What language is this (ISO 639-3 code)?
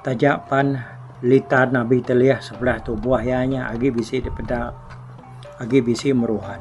iba